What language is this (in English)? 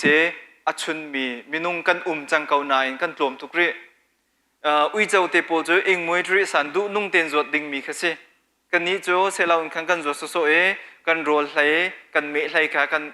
Hakha Chin